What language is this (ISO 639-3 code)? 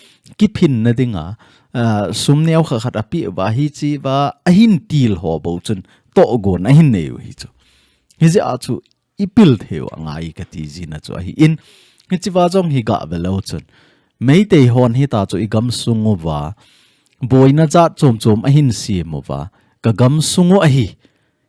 tcz